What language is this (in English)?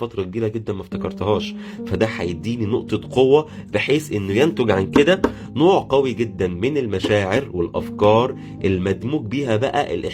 Egyptian Arabic